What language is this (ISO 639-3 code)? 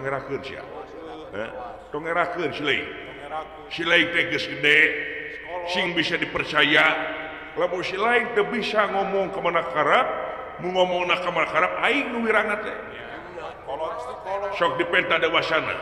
sun